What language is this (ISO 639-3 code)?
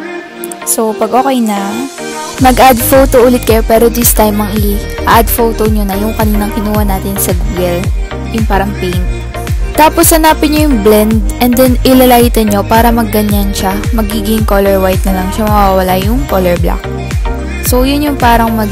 fil